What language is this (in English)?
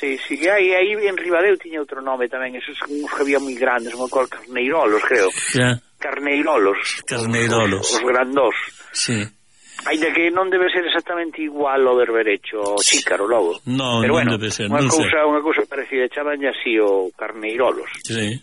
Galician